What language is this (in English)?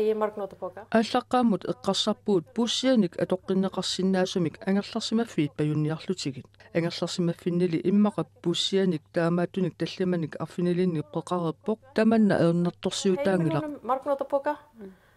Kalaallisut